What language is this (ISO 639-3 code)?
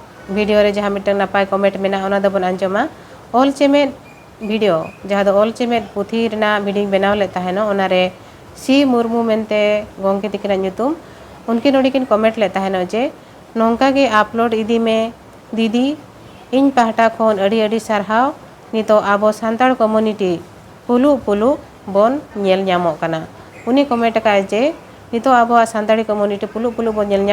sat